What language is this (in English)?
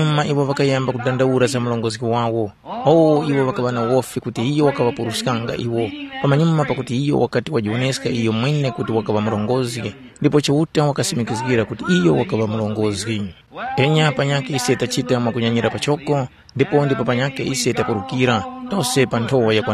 Tumbuka